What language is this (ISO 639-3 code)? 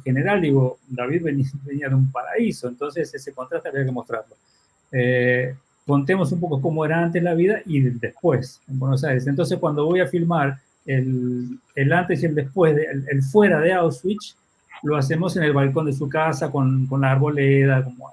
lad